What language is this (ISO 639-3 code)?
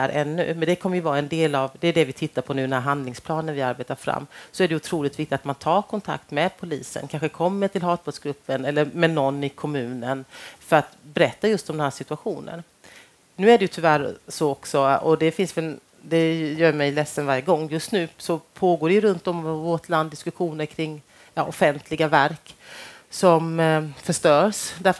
swe